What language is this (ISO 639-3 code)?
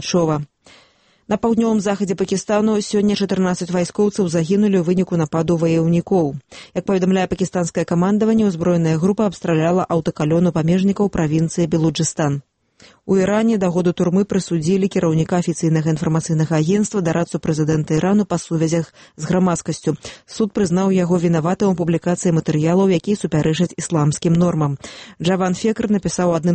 bel